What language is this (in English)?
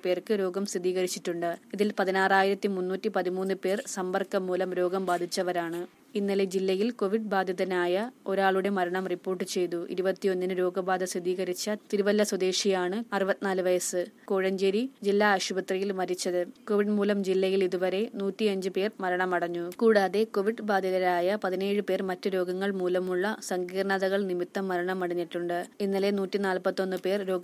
Malayalam